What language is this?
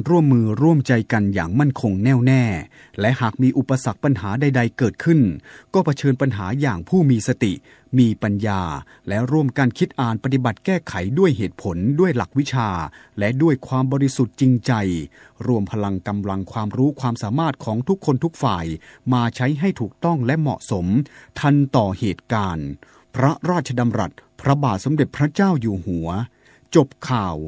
Thai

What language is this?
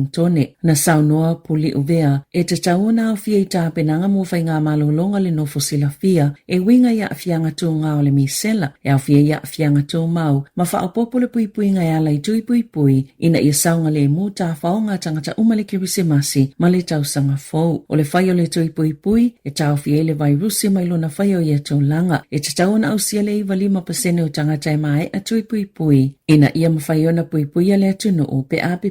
Samoan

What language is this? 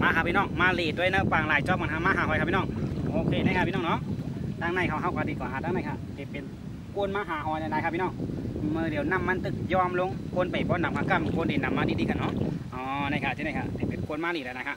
Shan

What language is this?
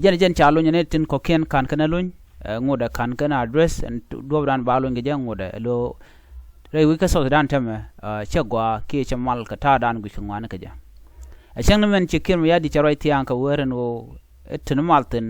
Nuer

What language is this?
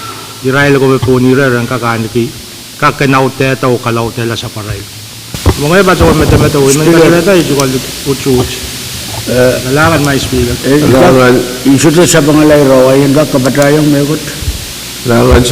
Pohnpeian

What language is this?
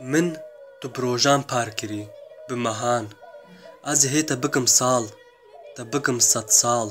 Kurdish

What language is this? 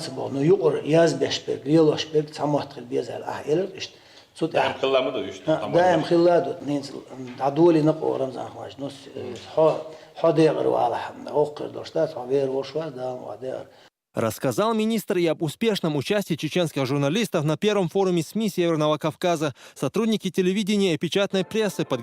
Chechen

